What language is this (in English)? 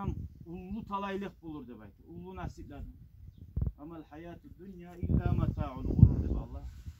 Kumyk